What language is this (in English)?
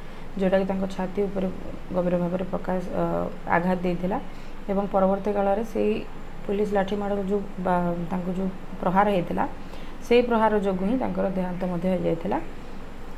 Odia